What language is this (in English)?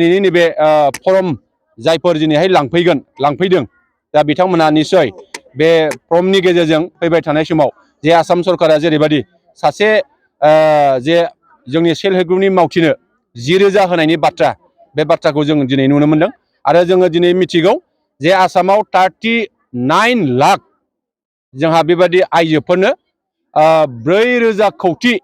Bodo